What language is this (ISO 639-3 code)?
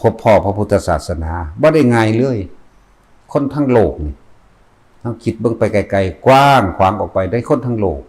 lao